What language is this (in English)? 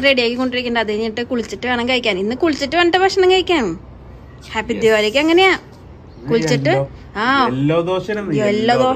Malayalam